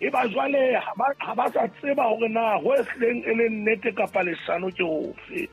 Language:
Southern Sotho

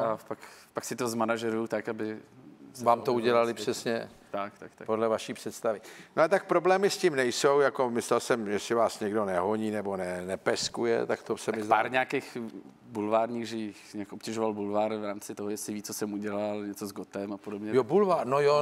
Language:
Czech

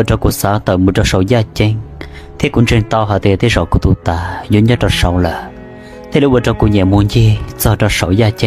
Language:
Hmong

